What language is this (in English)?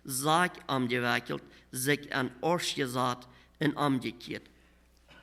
Plautdietsch